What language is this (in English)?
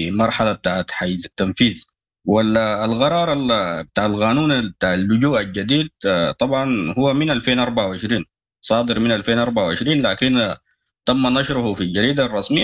Sudanese Arabic